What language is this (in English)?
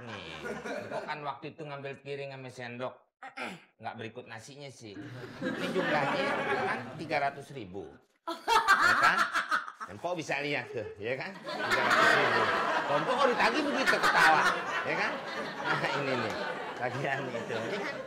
Betawi